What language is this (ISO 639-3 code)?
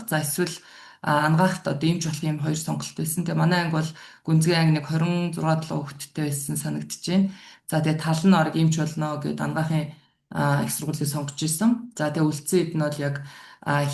mon